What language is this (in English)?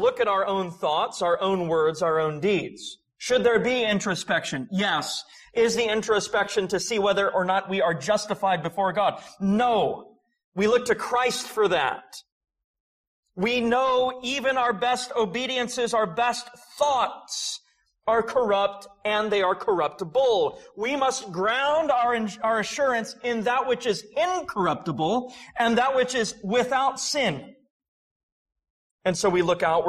English